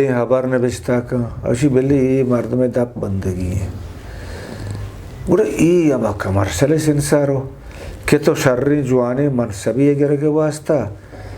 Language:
Eastern Balochi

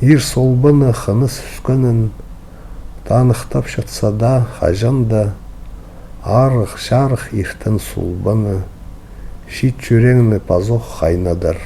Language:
Khakas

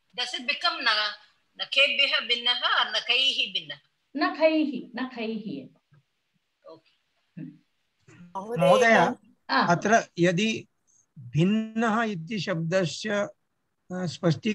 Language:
Sanskrit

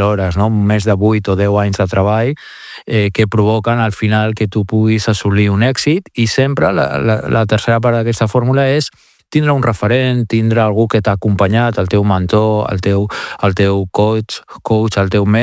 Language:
Catalan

